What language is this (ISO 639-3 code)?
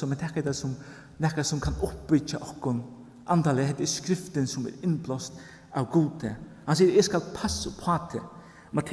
fao